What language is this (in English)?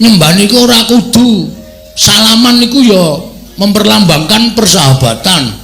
Javanese